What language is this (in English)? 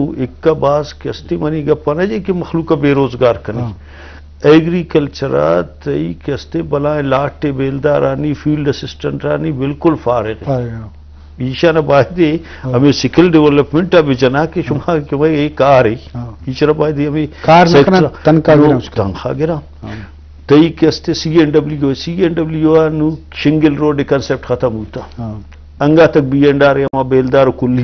Eastern Balochi